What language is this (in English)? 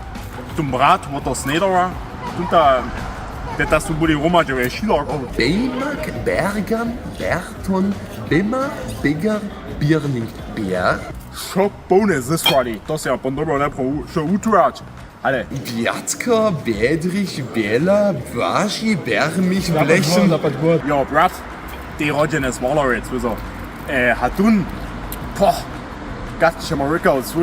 Upper Sorbian